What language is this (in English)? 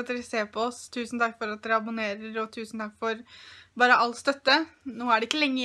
Norwegian